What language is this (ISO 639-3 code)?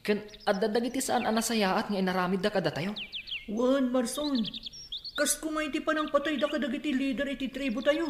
ilo